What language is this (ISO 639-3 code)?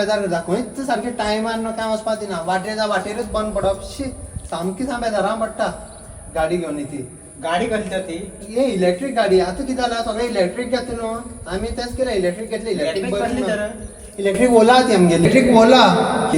kok